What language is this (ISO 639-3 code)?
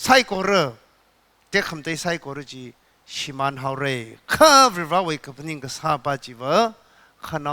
nmf